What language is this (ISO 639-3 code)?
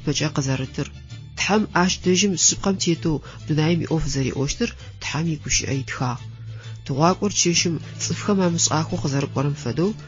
ady